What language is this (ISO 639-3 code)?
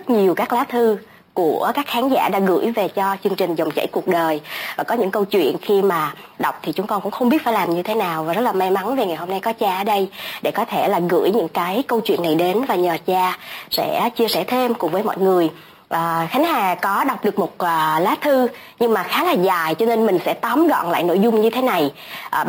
vie